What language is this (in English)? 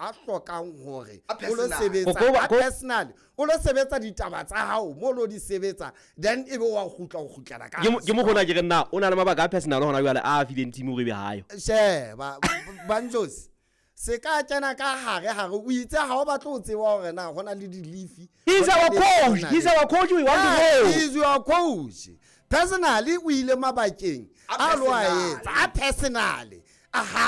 Southern Sotho